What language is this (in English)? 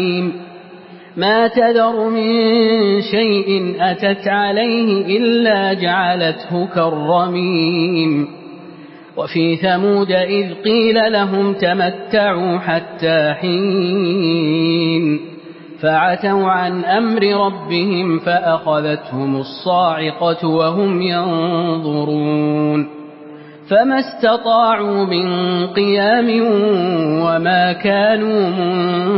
Arabic